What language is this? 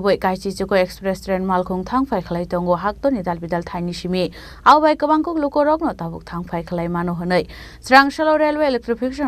Kok Borok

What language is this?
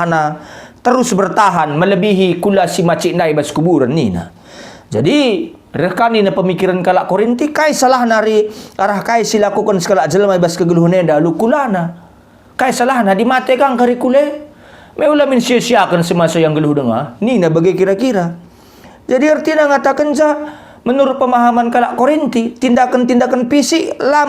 Batak Karo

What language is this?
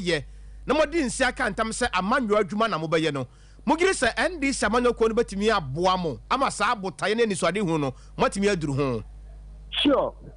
Akan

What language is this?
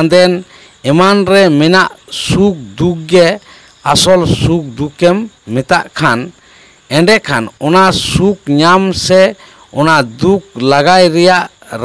Santali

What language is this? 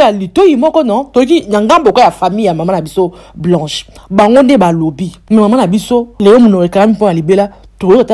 Lingala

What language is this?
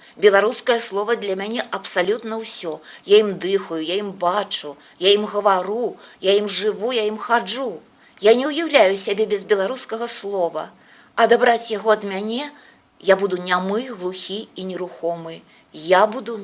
Belarusian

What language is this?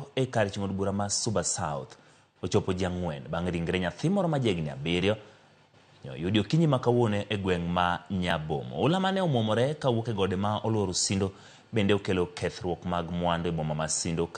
Luo (Kenya and Tanzania)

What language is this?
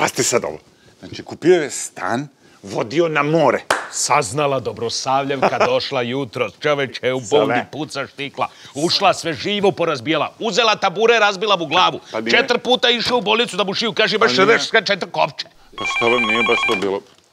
Serbian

